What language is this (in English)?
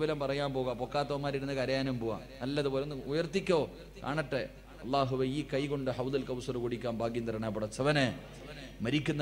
Malayalam